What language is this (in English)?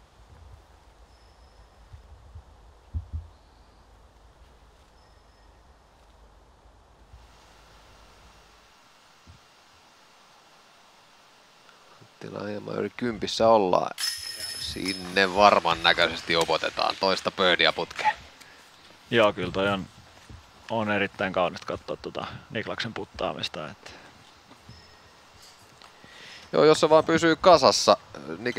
Finnish